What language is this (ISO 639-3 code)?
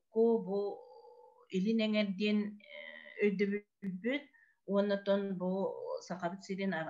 sah